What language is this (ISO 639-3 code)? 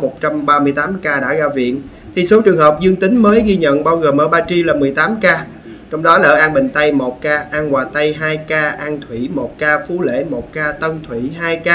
vie